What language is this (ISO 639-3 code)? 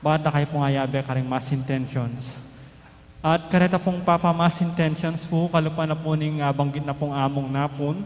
pam